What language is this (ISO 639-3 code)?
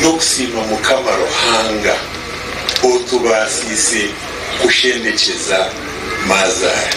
nyn